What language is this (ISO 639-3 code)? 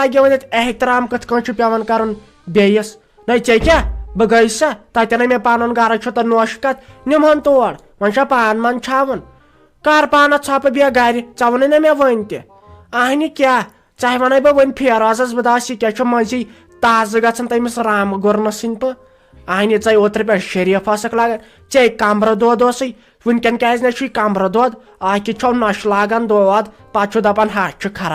kas